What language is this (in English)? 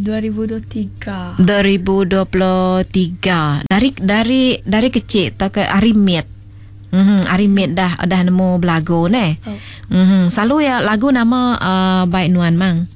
Iban